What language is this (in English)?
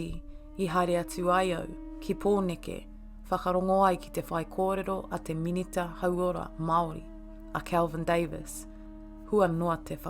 Māori